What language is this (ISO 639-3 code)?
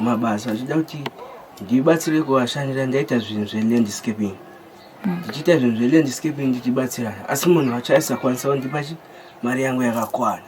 sna